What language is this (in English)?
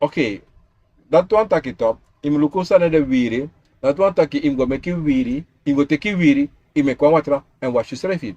Sranan Tongo